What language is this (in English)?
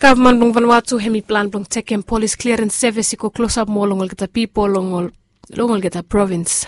Bislama